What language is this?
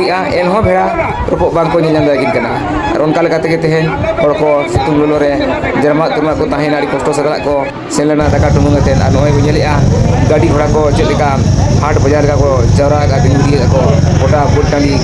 Santali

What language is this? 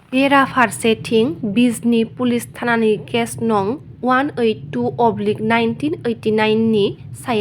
Bodo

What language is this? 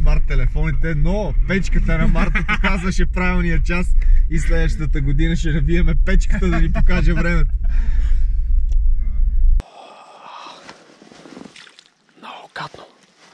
Bulgarian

